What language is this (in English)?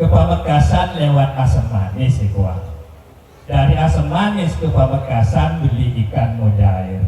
Madurese